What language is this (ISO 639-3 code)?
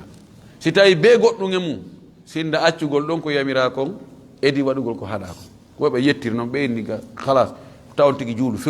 ful